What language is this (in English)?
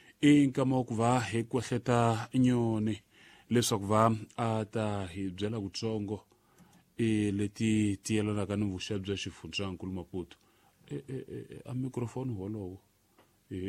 Tsonga